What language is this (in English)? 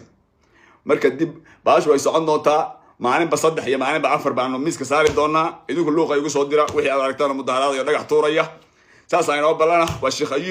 Somali